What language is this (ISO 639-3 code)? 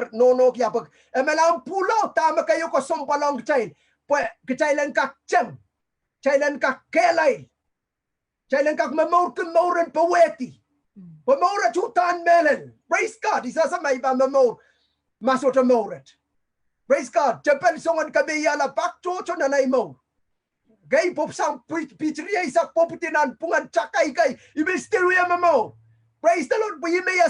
pon